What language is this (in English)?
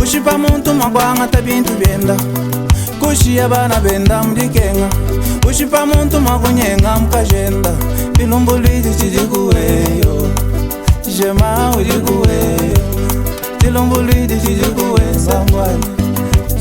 Luba-Lulua